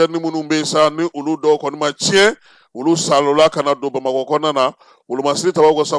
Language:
Bambara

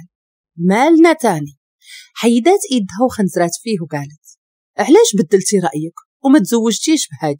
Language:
Moroccan Arabic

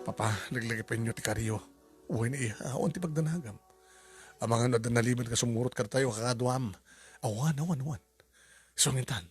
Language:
Iloko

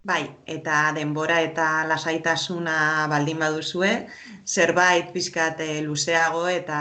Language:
Basque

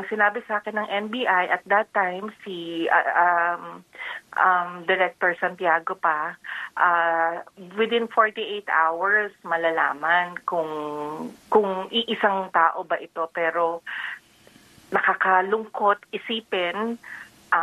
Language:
Filipino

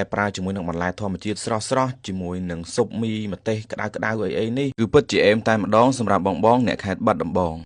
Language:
Khmer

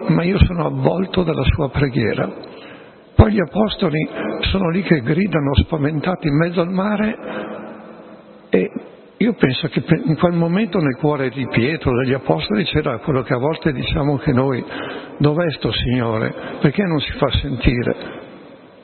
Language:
Italian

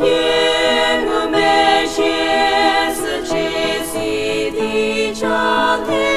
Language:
Angami Naga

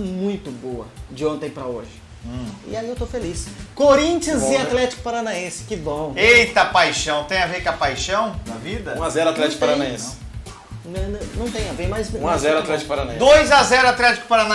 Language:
Portuguese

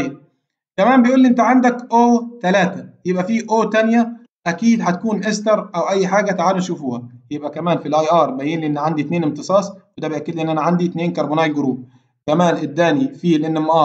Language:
Egyptian Arabic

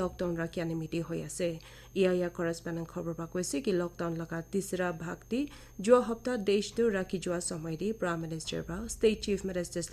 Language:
Naga Pidgin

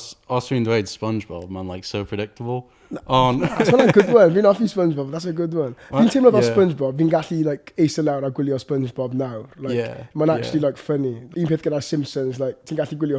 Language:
Welsh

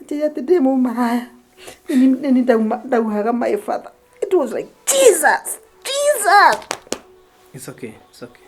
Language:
Kikuyu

